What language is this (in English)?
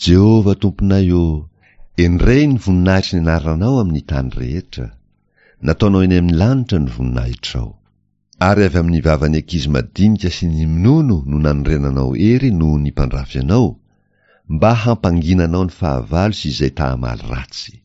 Malagasy